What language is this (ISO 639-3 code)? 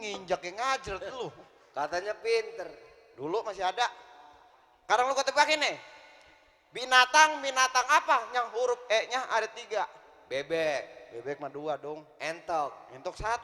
bew